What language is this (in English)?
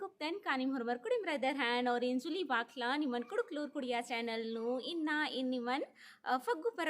Kurukh